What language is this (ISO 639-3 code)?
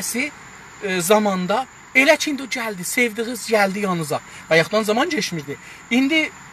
azb